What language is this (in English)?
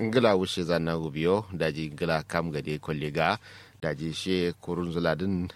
Kanuri